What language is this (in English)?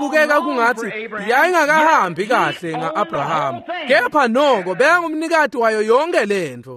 Swati